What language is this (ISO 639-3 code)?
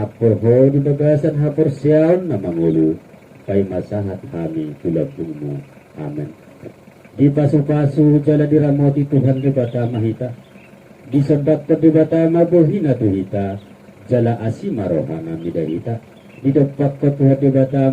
bbc